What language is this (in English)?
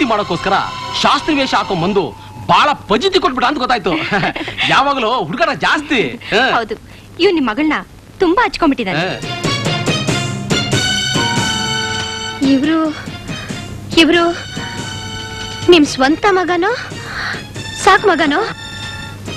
Kannada